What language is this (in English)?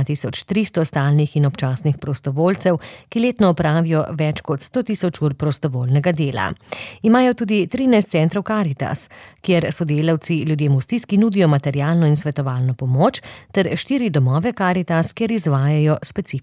Slovenian